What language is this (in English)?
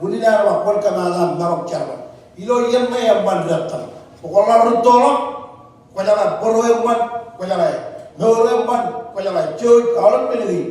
Marshallese